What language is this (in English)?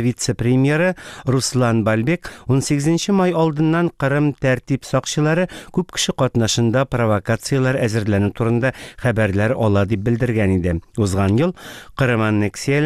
Tatar